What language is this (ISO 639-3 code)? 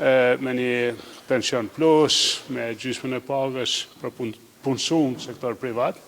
sqi